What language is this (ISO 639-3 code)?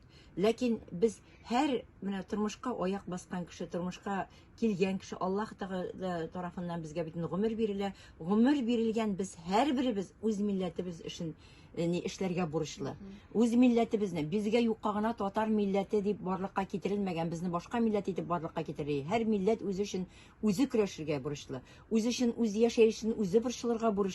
tat